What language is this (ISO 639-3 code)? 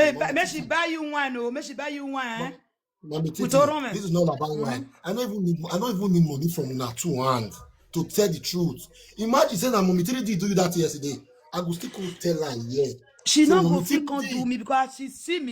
pcm